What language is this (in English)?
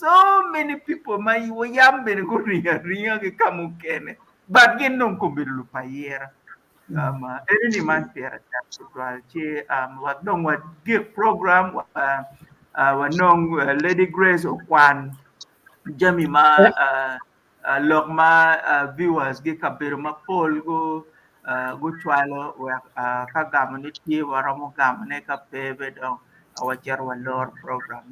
Acoli